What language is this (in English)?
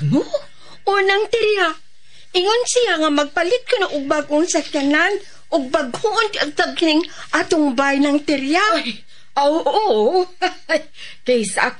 Cebuano